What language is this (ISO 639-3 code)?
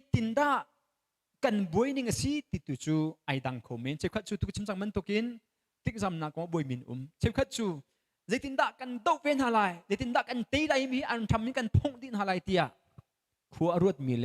cnh